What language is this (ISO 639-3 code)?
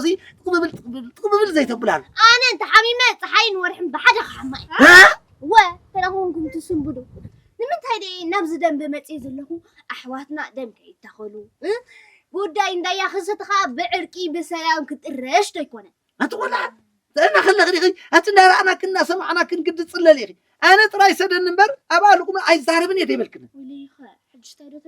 tir